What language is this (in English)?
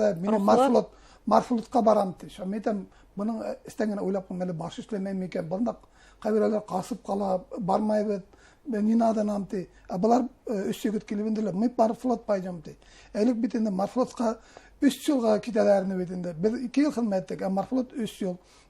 Bashkir